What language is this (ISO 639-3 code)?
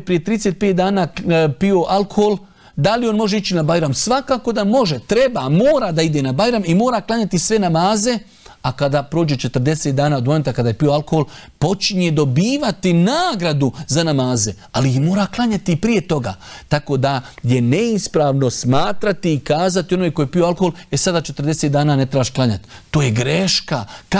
bos